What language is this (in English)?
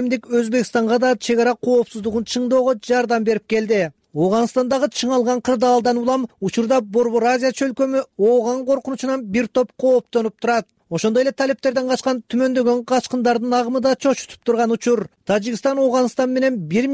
Kyrgyz